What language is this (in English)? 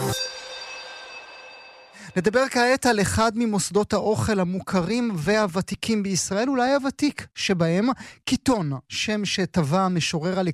Hebrew